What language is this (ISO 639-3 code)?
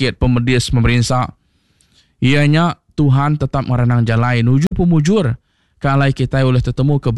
iba